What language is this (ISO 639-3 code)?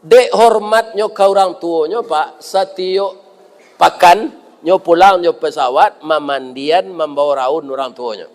min